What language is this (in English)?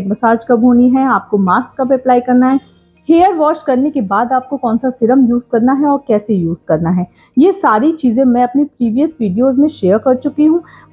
Hindi